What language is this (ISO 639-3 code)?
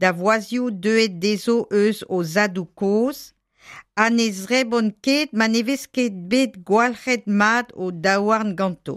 bre